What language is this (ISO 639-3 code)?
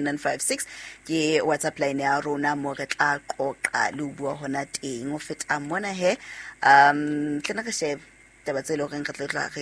sot